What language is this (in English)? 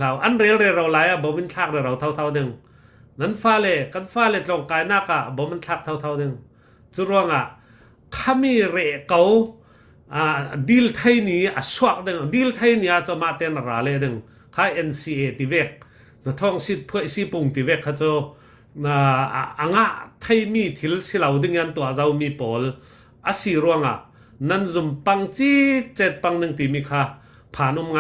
Falam Chin